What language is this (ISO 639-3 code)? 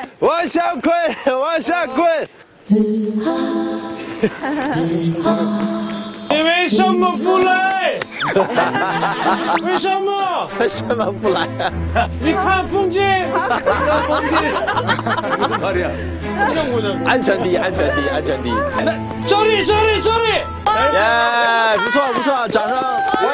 zho